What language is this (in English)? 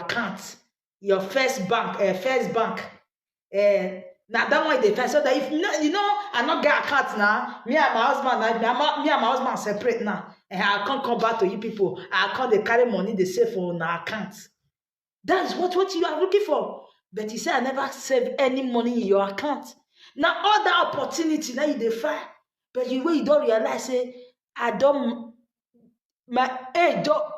Nigerian Pidgin